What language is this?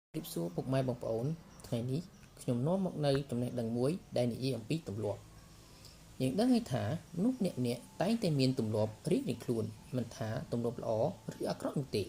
Khmer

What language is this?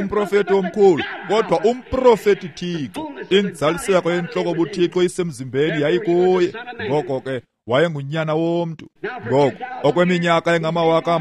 Xhosa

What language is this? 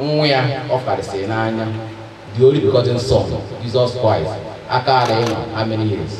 Igbo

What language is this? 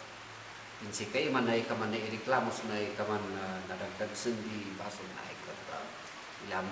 Kankanaey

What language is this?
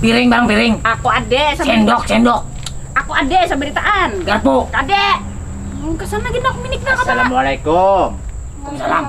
Banjar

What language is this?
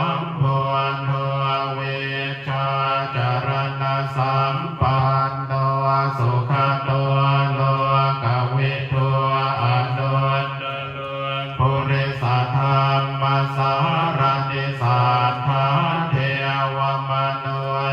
Pali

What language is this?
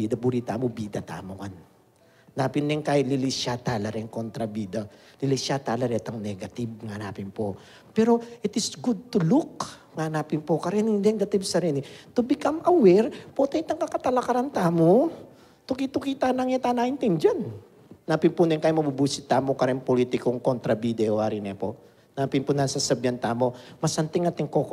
Pampanga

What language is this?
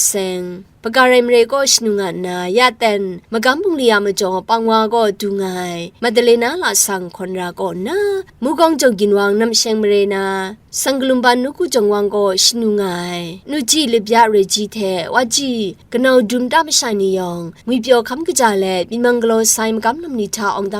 Kachin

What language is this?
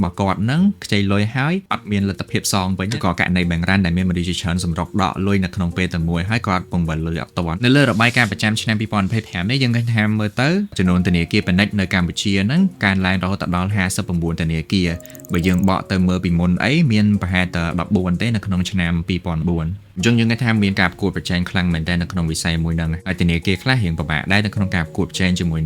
Khmer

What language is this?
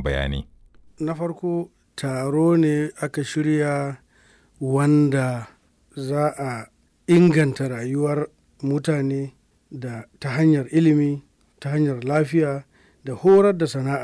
Hausa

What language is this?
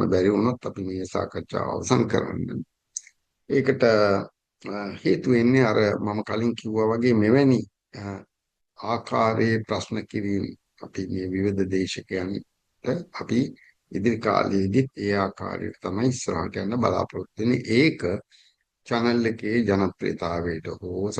Sinhala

